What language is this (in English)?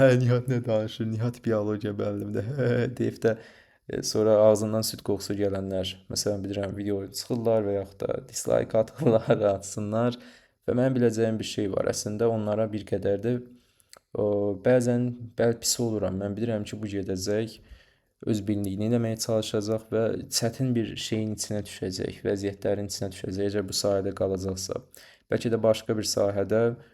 Azerbaijani